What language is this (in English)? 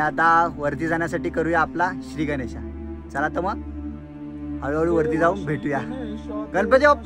Marathi